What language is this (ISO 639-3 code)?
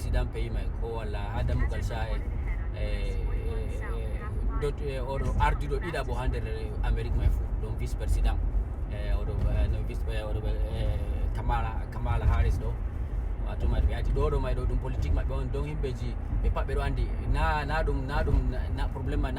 ful